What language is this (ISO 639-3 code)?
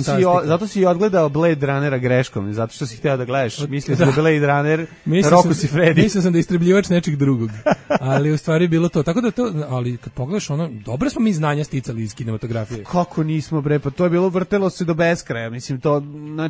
srp